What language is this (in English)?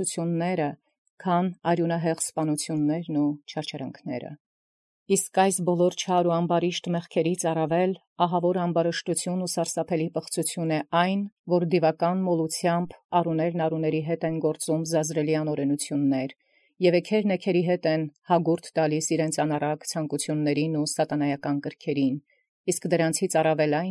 Armenian